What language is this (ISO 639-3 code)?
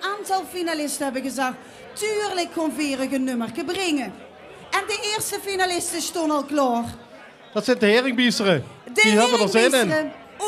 lim